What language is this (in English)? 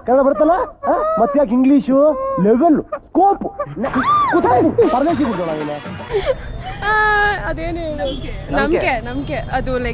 Kannada